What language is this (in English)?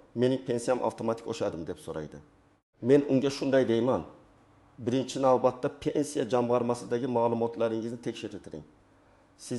Uzbek